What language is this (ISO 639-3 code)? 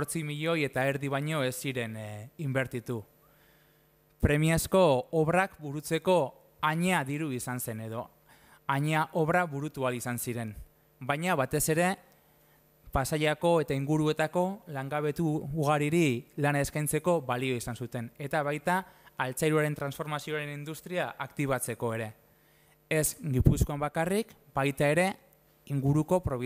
eus